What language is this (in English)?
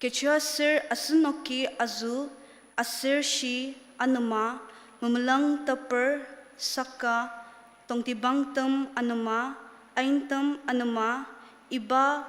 Ao Naga